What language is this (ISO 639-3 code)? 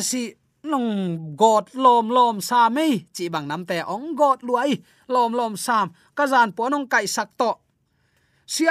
ctd